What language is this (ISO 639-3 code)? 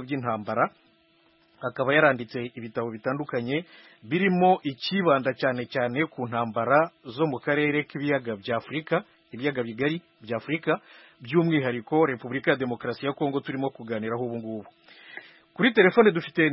kin